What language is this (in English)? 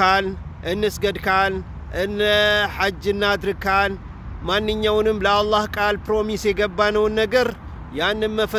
Amharic